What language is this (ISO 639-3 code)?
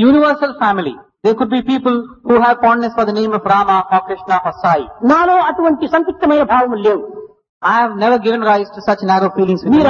tel